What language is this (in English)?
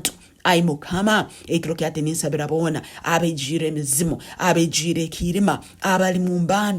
Tooro